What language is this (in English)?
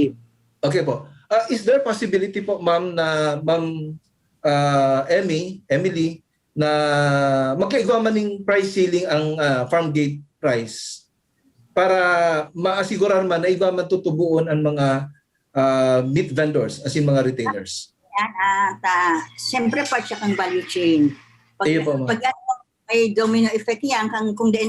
Bikol